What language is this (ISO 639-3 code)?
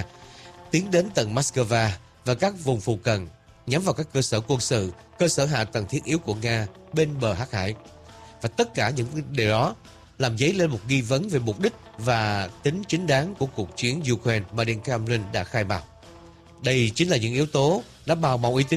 vie